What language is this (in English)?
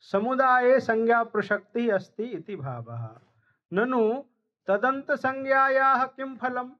Sanskrit